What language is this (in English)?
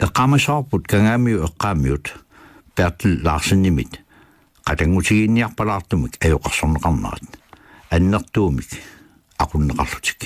Kalaallisut